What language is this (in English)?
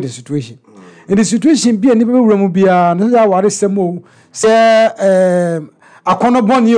Akan